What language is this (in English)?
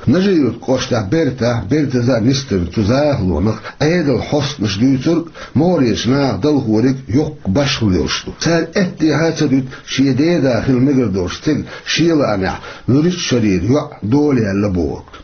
Chechen